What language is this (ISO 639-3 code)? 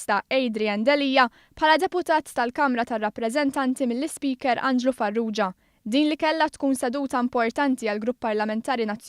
mlt